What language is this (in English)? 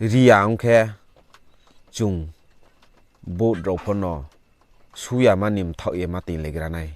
Riang (India)